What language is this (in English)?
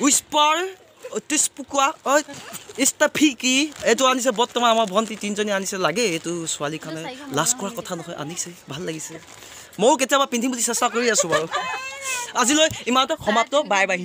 Assamese